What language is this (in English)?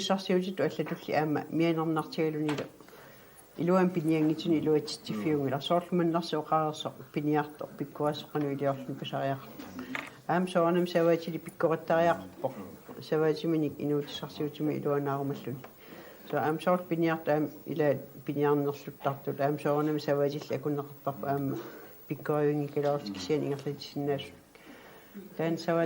Kalaallisut